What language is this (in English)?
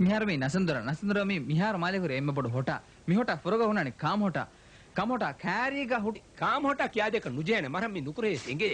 Divehi